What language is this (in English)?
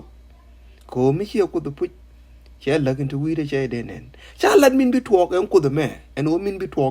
Nuer